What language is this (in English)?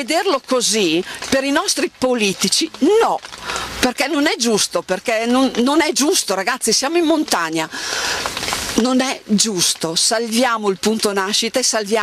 Italian